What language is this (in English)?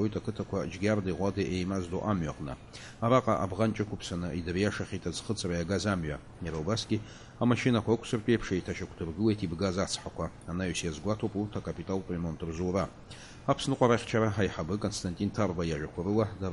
Abkhazian